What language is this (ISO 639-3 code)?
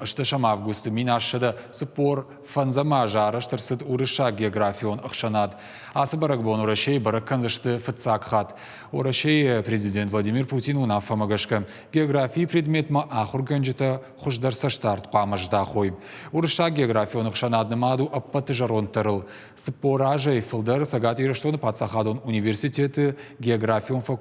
oss